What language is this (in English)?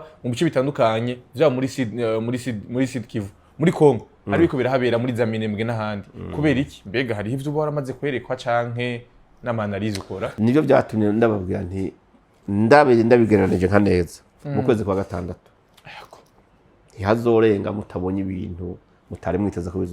Rundi